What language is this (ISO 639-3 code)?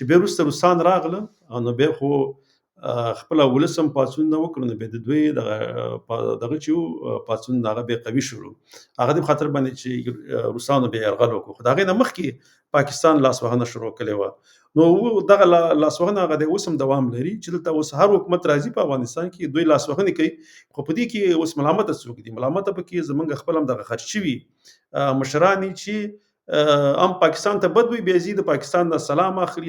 pus